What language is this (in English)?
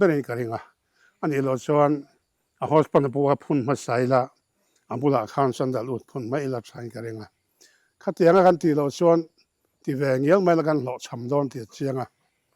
Mizo